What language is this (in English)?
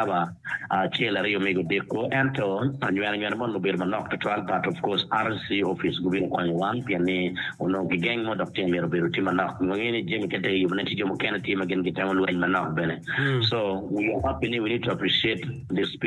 Acoli